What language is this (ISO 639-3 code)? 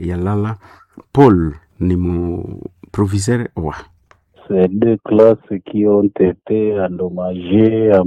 nnb